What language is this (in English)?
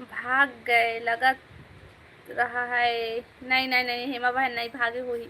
Chhattisgarhi